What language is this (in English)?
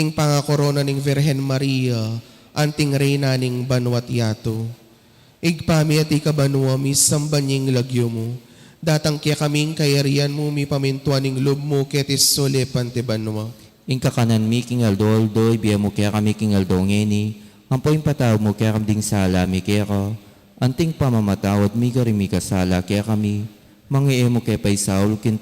Pampanga